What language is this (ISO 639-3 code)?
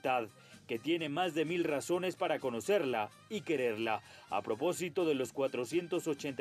spa